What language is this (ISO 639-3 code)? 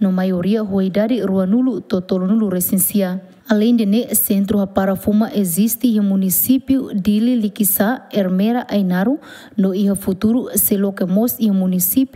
tet